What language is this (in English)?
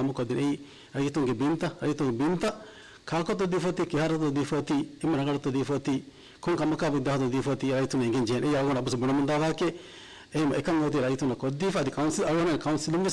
Divehi